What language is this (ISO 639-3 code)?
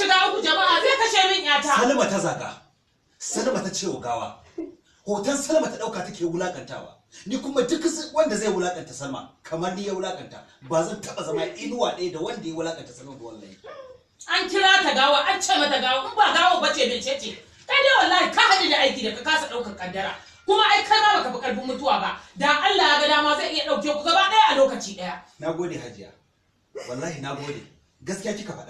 hau